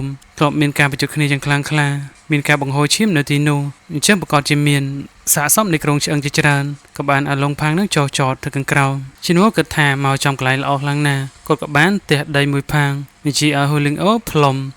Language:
Khmer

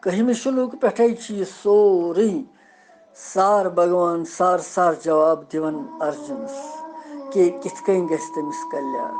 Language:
Kashmiri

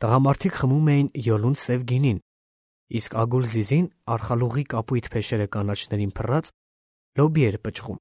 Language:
Armenian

